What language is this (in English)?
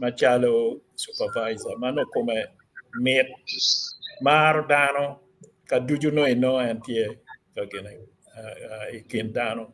Acoli